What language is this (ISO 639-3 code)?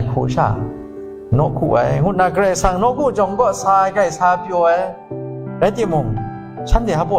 kac